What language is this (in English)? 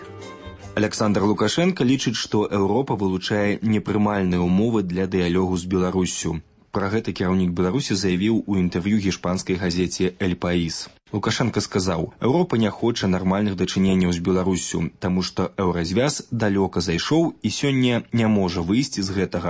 Belarusian